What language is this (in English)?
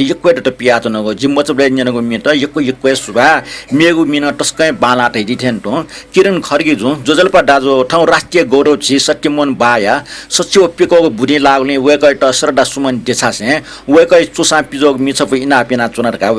Newari